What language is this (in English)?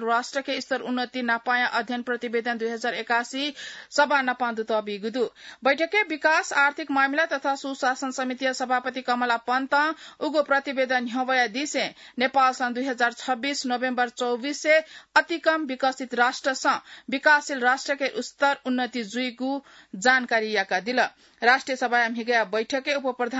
Newari